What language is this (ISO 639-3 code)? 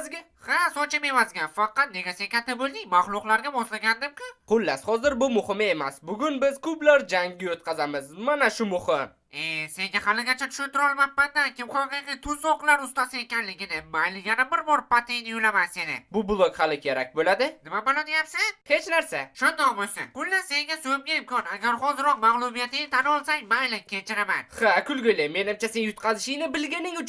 uzb